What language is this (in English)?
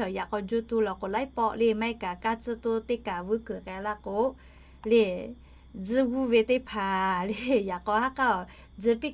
Lahu